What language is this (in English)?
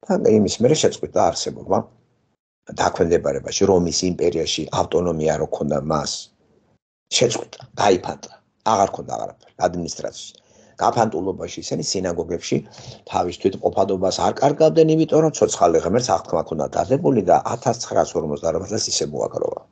Georgian